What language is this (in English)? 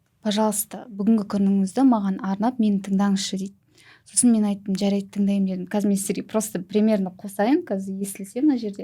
Kazakh